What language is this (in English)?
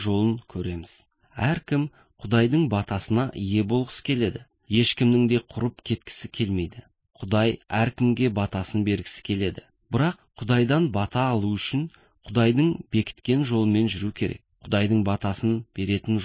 Kazakh